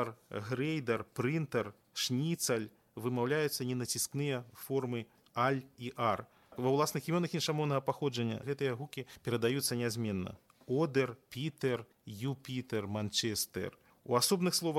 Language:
Belarusian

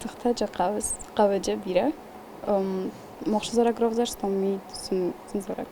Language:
Ossetic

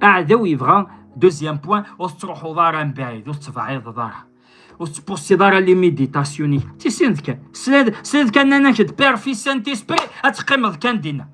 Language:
Kabyle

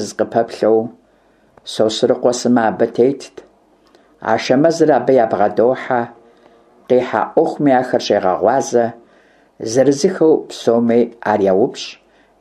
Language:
Kabardian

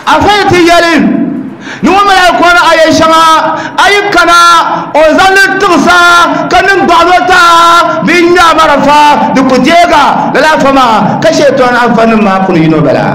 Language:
Dagbani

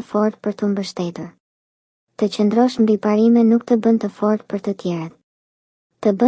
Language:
Albanian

